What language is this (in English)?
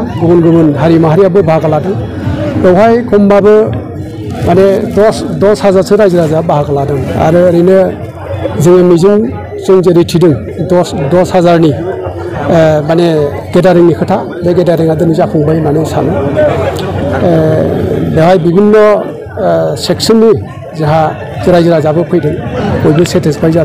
Bodo